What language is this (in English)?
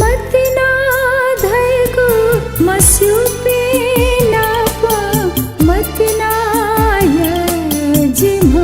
Newari